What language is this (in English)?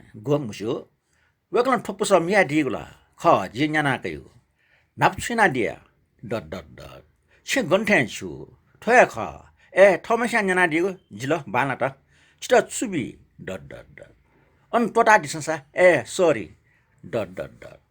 Newari